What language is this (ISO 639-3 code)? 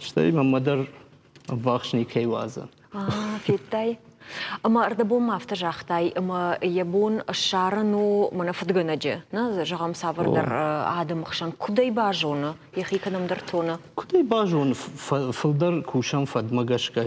oss